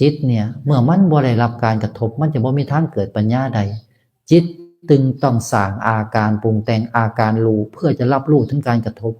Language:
Northeastern Thai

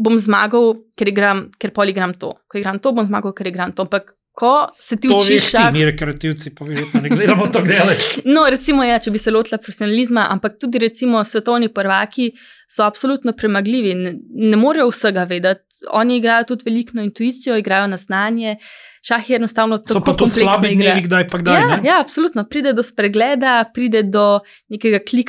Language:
Slovenian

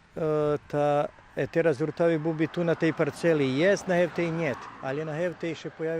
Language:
Rusyn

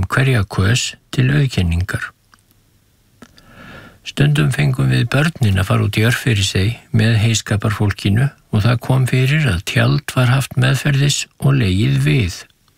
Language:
Icelandic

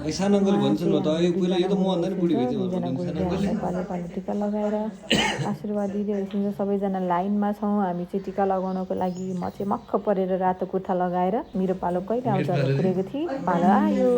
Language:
Nepali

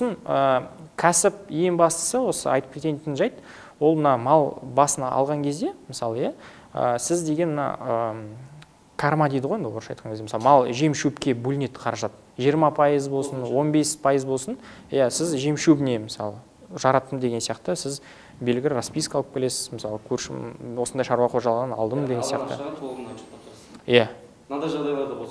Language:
Kazakh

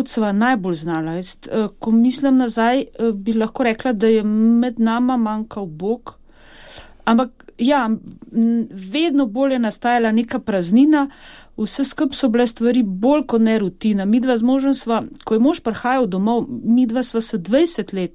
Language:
Slovenian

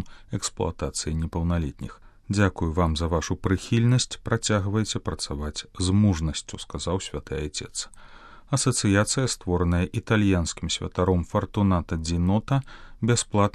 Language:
Belarusian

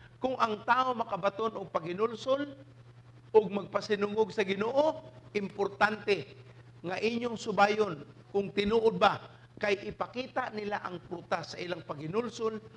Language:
Cebuano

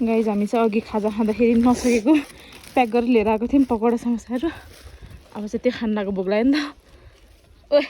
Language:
Nepali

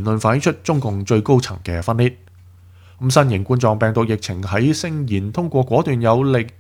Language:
Cantonese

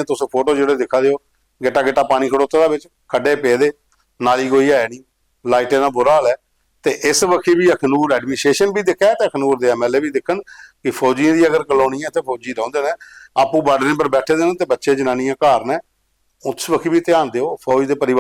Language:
Dogri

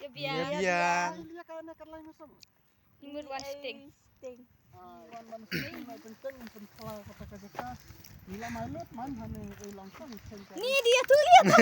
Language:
Khasi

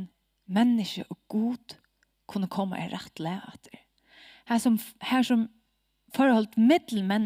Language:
Faroese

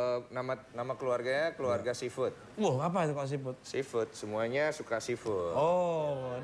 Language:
Indonesian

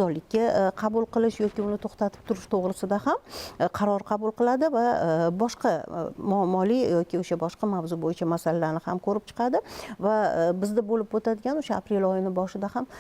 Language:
Uzbek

